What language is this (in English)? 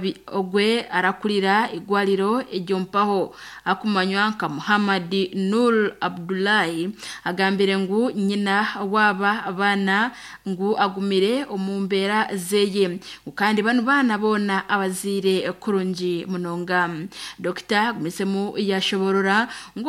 Nyankole